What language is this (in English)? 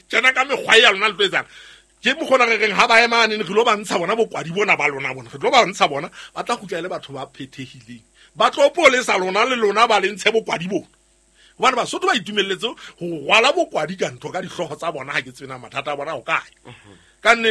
Southern Sotho